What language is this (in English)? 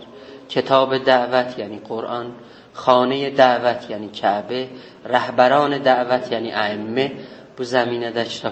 South Azerbaijani